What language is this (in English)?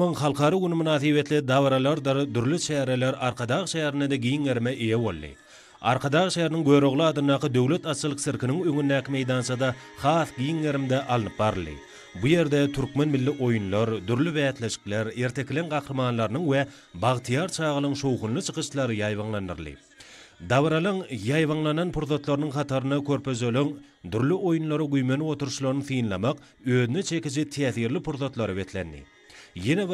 Turkmen